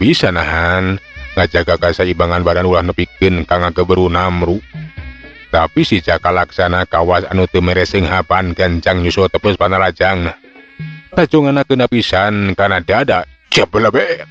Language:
Sundanese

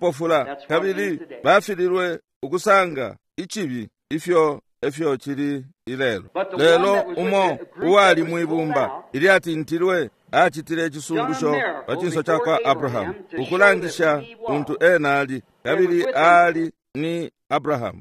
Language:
Bemba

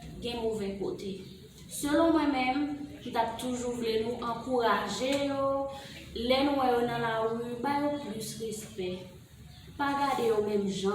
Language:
Haitian Creole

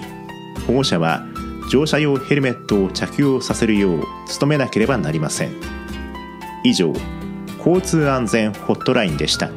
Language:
Japanese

